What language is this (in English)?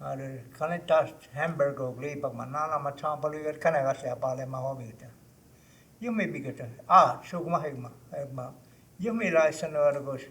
Choctaw